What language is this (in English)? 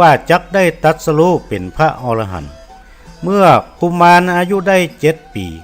Northern Thai